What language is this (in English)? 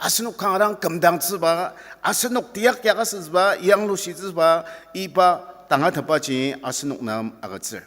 Ao Naga